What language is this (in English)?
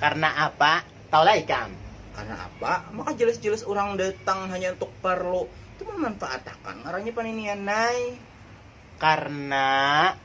Banjar